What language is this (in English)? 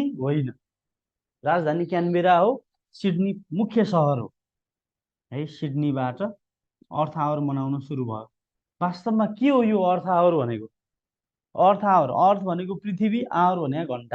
Nepali